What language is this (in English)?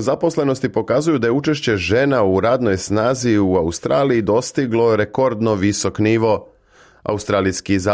Serbian